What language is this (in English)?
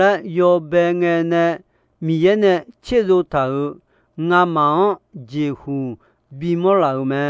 Akha